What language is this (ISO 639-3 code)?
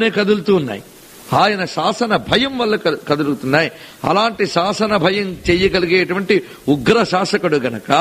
tel